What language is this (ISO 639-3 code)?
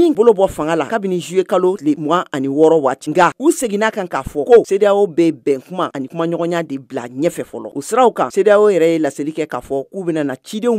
bam